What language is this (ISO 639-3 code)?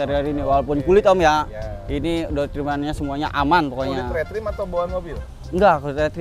ind